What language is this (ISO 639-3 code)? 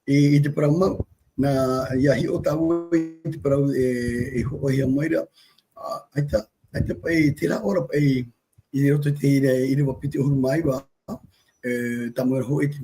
tah